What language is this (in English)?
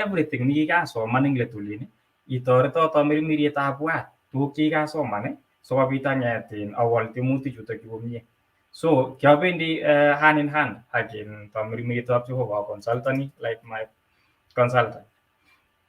Kalenjin